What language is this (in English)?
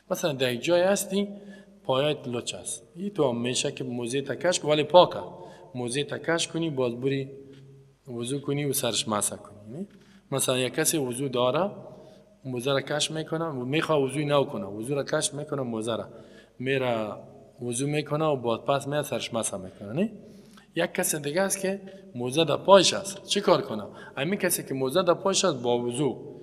Persian